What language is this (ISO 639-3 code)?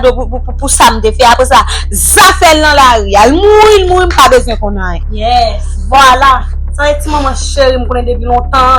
hat